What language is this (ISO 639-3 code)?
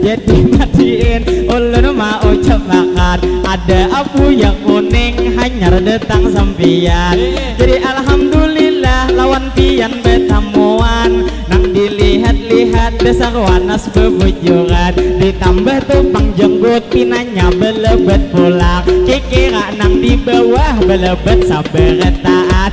bjn